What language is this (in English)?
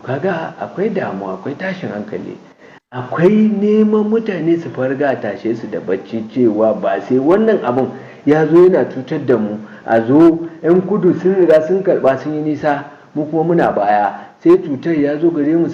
Hausa